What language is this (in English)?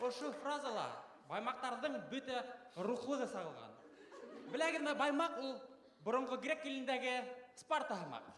Bashkir